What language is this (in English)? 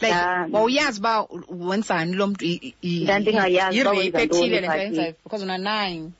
Xhosa